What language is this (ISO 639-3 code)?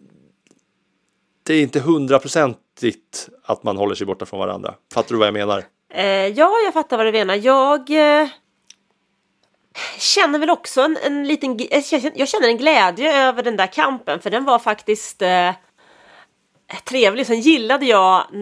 swe